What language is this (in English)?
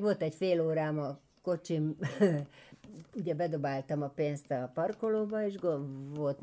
Hungarian